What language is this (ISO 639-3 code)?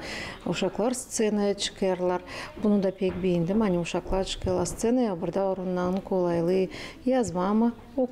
gag